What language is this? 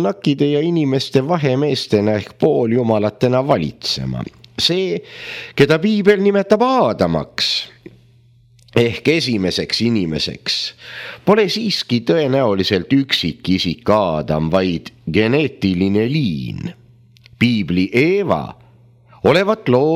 Estonian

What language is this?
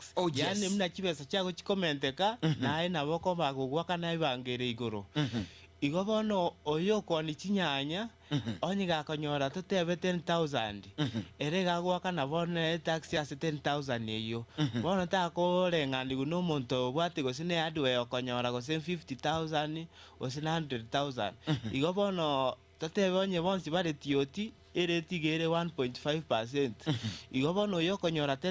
Gusii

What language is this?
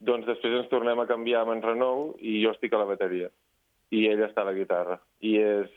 Catalan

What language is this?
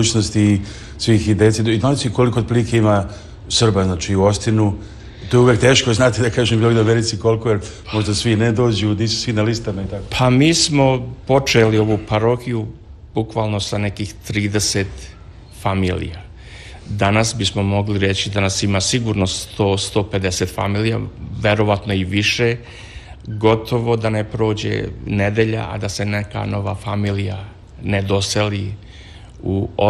Serbian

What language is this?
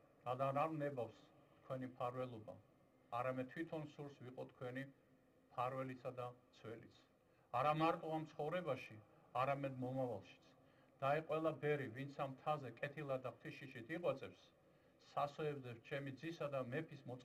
Georgian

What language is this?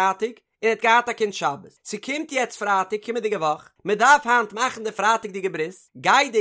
Yiddish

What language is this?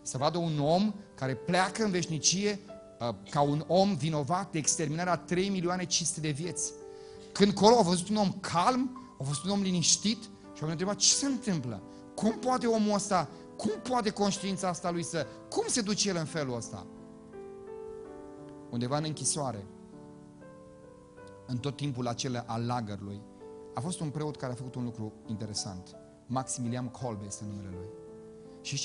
Romanian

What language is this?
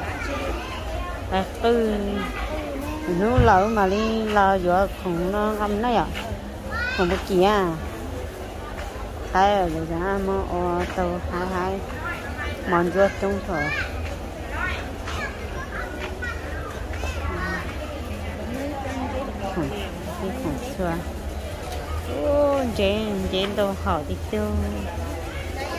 Vietnamese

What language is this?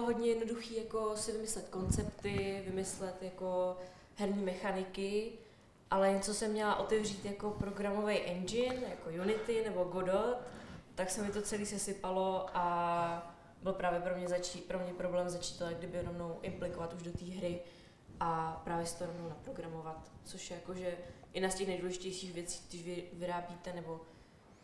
Czech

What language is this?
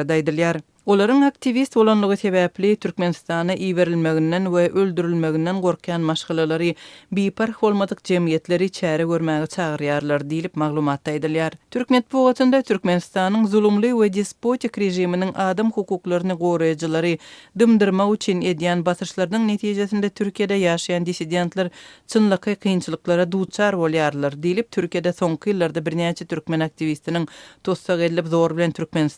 Turkmen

